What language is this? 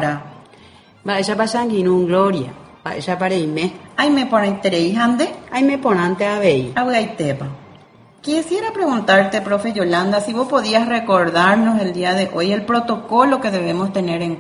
Spanish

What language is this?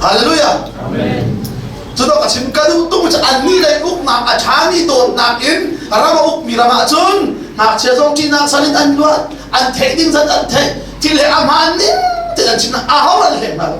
Hakha Chin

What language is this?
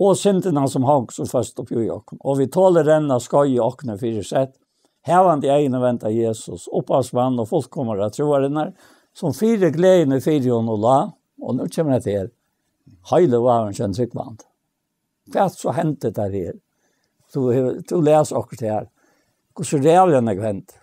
Faroese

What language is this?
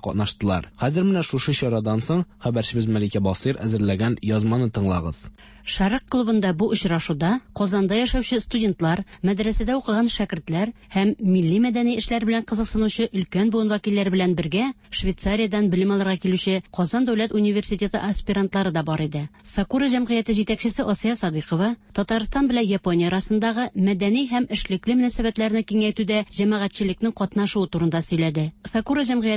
Tatar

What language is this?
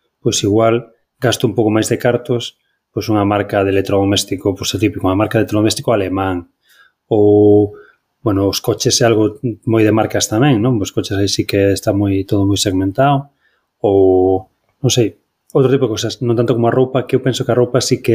Galician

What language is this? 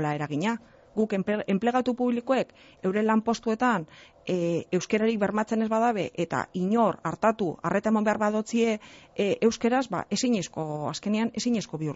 Basque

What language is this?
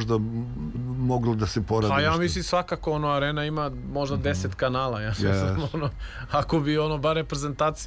Serbian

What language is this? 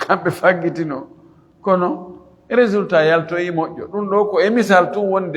Fula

